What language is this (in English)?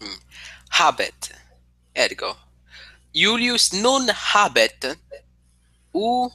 Latin